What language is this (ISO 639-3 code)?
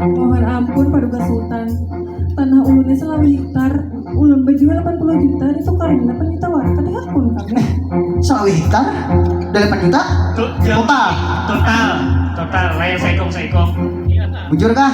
bjn